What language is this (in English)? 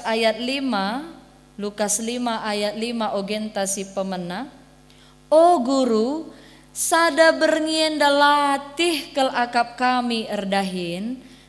Batak Karo